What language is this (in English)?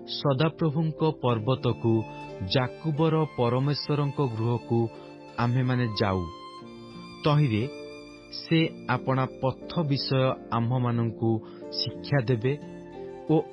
Odia